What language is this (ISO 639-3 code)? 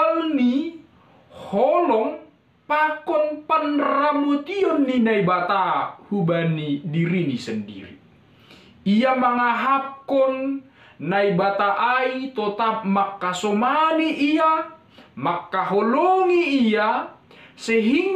bts